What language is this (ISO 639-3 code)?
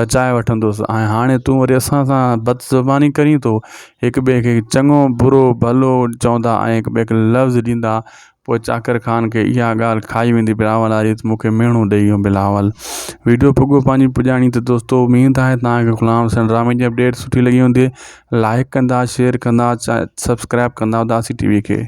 snd